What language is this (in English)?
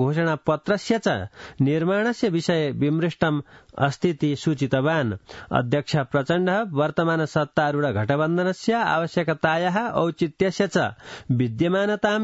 Sanskrit